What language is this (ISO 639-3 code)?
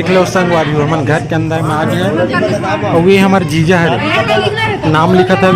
hne